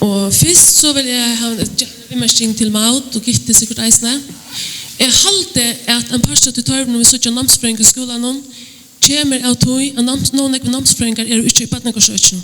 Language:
Faroese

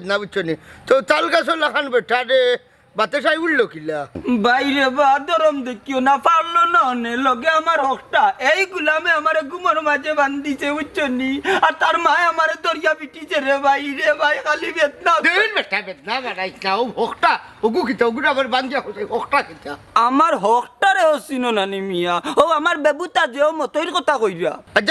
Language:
Sylheti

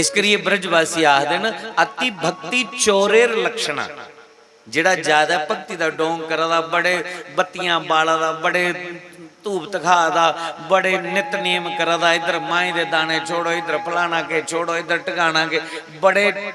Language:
Dogri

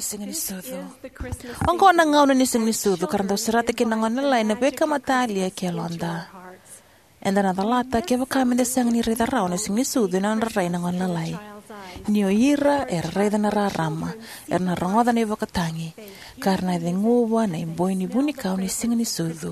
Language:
Fijian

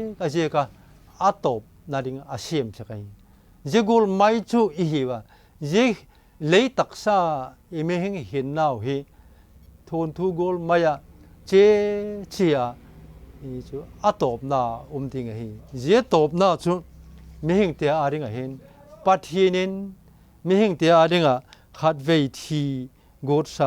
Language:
Vaiphei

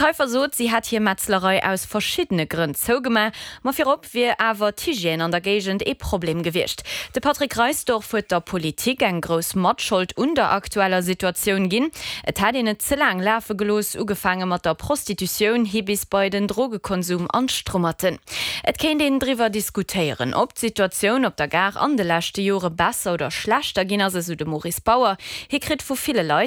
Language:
Luxembourgish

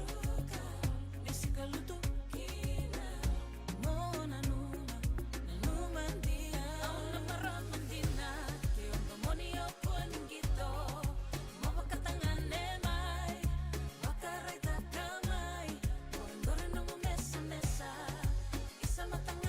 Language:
Fijian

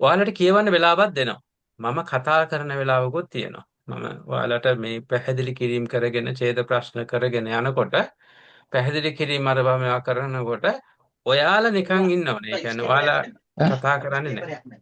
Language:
Sinhala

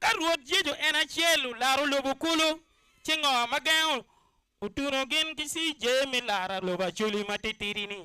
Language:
Acoli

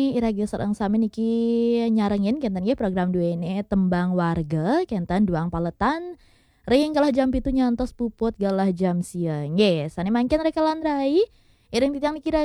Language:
Balinese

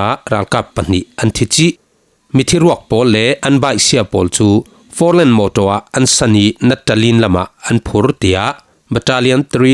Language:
Falam Chin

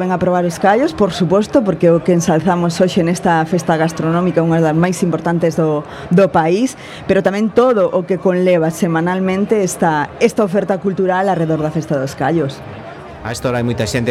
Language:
Galician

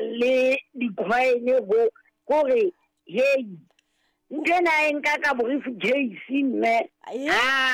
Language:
Southern Sotho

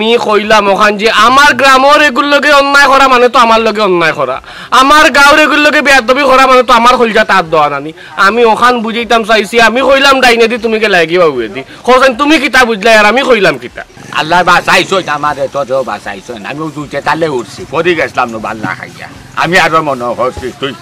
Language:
Sylheti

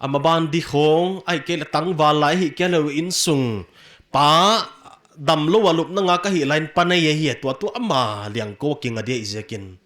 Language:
Paite Chin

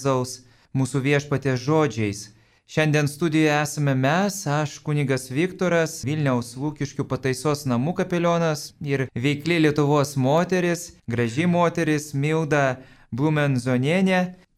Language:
Lithuanian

